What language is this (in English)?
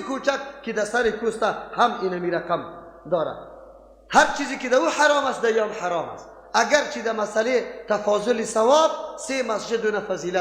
Persian